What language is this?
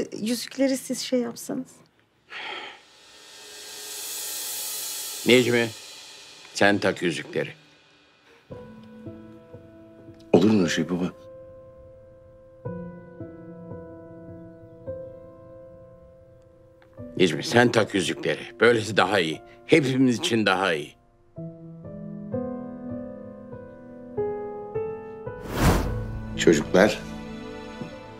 Turkish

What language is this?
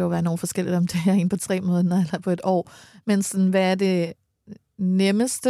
Danish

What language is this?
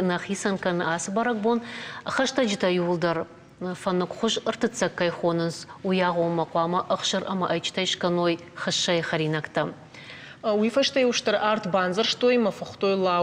Ossetic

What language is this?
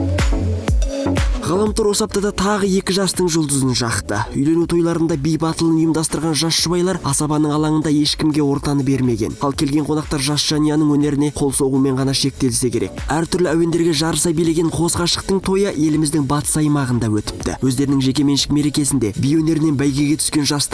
Kazakh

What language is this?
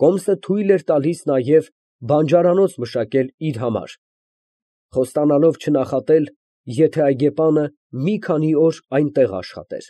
Armenian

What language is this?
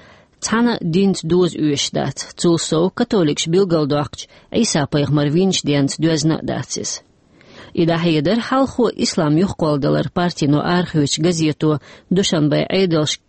Chechen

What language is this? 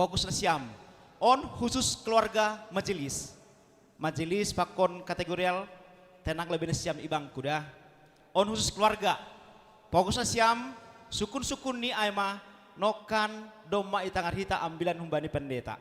Batak Simalungun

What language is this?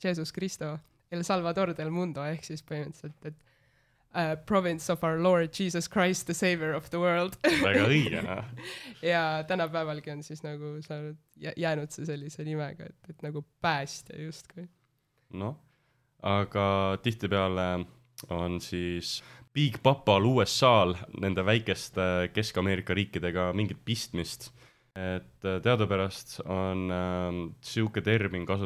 Estonian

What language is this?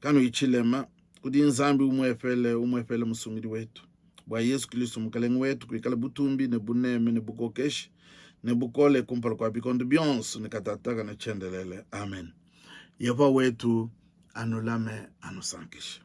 Luba-Lulua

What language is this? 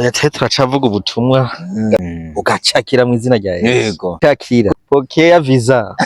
Rundi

